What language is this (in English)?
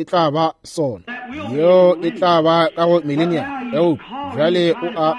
Northern Sotho